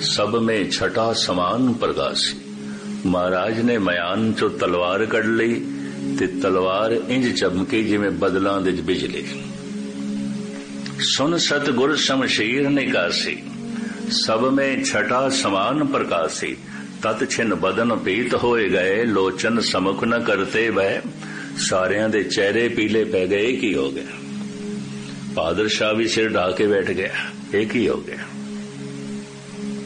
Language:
Punjabi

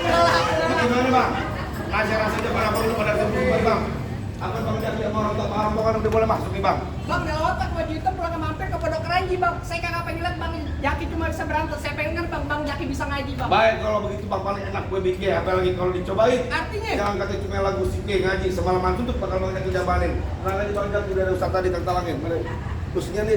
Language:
Betawi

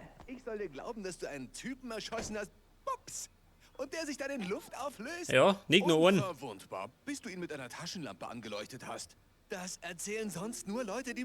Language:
Bavarian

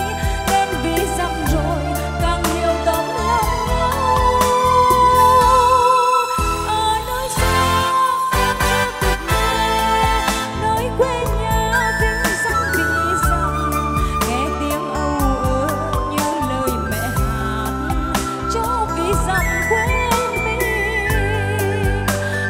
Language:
Vietnamese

